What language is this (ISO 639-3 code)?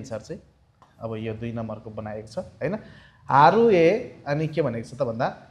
nep